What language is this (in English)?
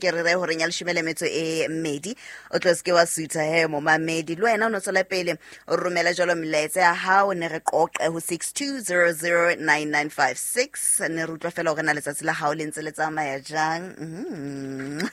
Southern Sotho